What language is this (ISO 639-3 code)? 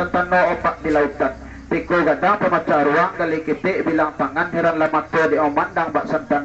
min